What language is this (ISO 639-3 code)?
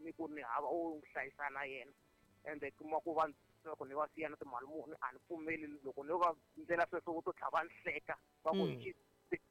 tso